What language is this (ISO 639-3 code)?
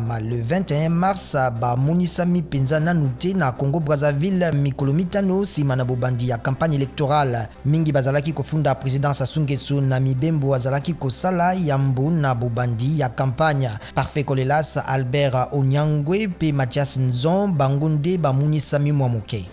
lin